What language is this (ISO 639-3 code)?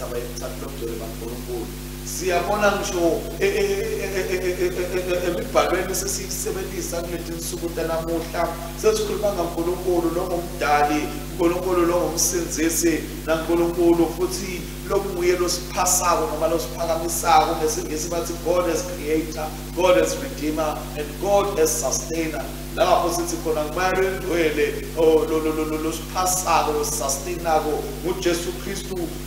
ssw